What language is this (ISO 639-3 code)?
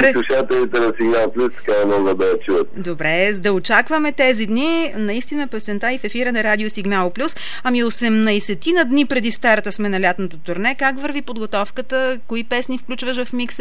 bul